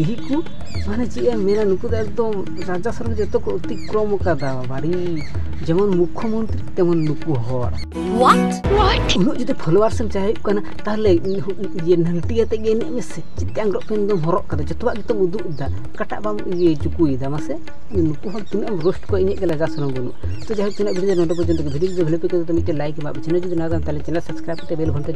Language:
Santali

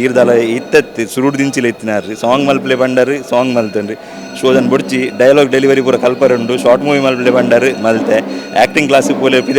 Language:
Tulu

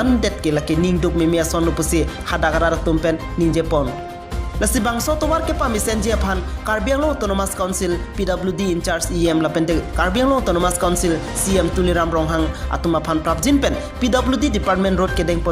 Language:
Karbi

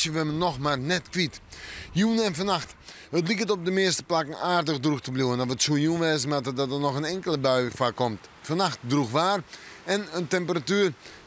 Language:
Western Frisian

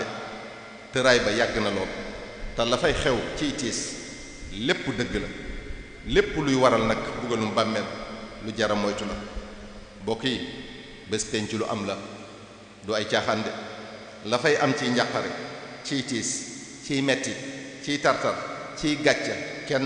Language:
Wolof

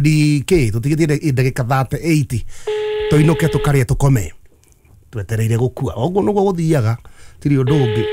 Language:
Kikuyu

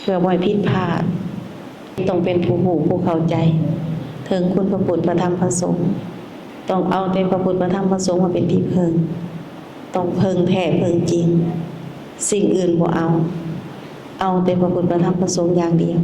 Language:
Lao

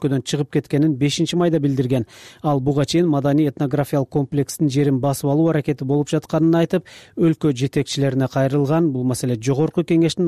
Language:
Kyrgyz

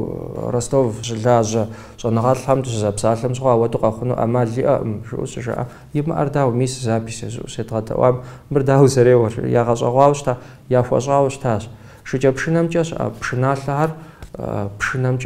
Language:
Kabardian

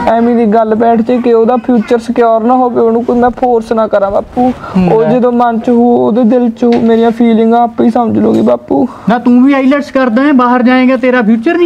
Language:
Punjabi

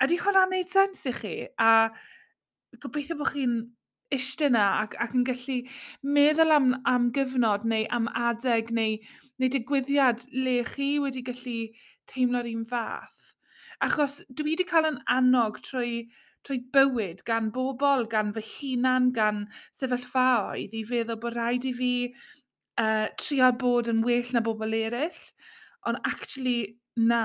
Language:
Welsh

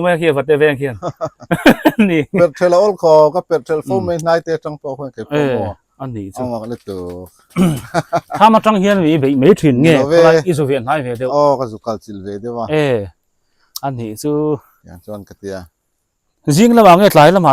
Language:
Biete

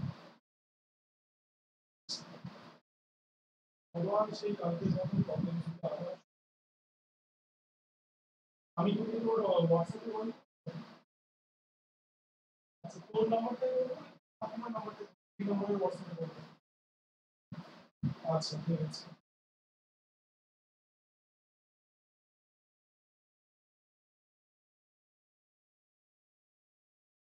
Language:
Bangla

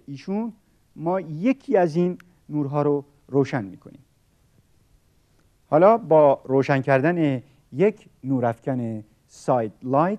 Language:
Persian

